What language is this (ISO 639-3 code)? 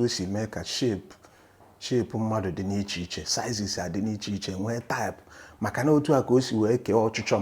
ibo